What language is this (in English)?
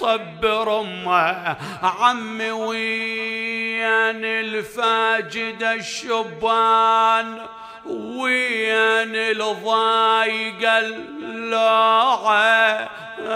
Mesopotamian Arabic